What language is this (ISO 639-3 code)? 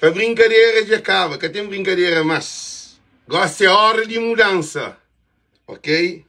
kea